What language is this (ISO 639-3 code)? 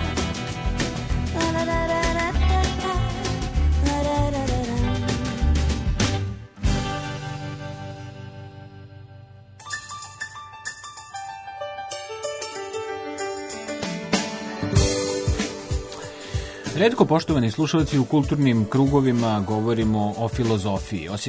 srp